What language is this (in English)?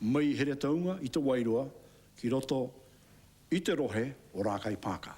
Māori